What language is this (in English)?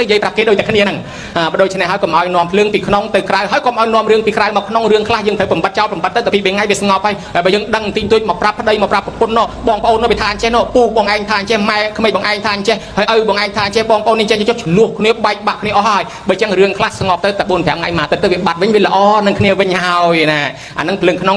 Khmer